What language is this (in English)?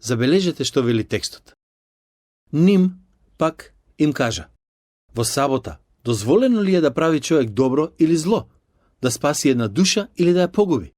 Macedonian